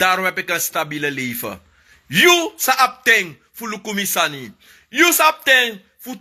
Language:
Sranan Tongo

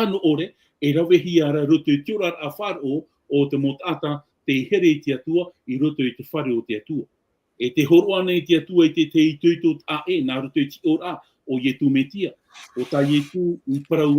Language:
Tahitian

